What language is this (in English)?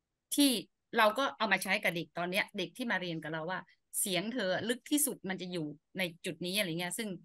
Thai